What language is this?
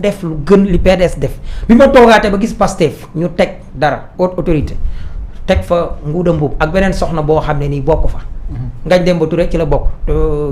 Wolof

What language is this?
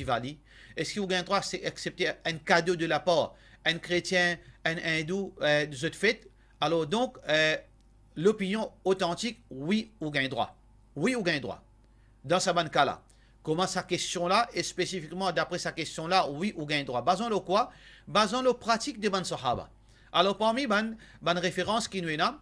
Morisyen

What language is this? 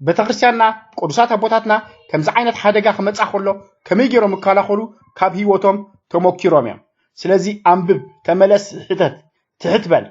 Tigrinya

